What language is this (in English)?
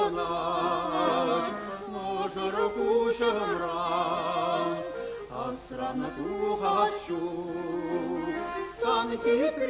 Chuvash